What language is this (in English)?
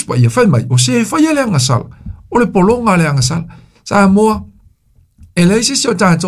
Samoan